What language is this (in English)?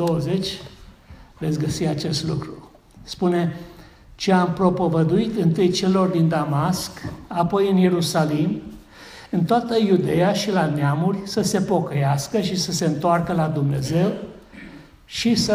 Romanian